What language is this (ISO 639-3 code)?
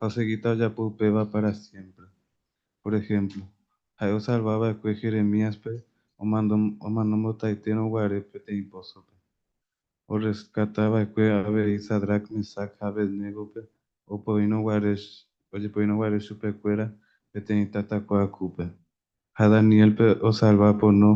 grn